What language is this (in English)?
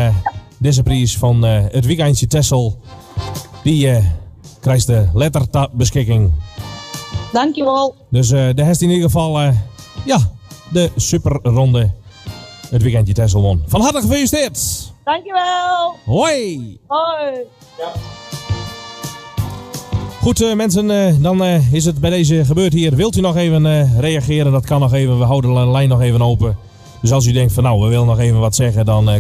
Dutch